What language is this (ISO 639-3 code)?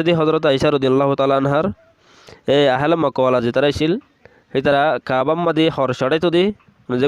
rhg